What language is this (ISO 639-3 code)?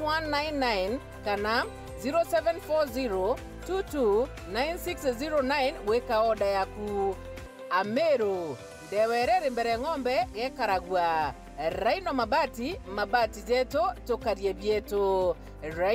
mer